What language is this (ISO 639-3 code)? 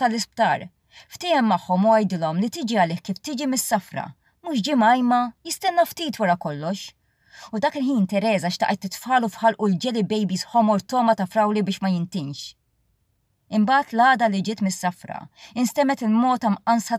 mlt